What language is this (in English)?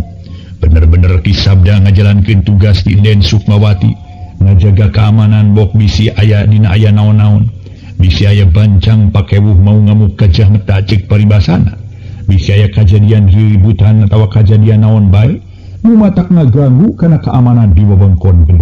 Sundanese